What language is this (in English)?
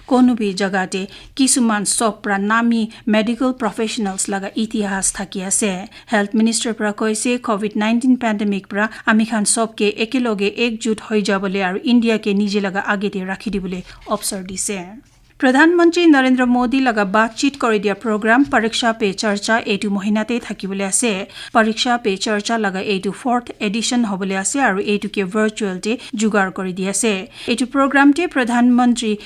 Naga Pidgin